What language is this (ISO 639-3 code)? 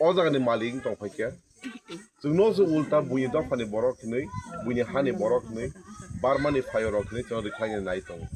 trp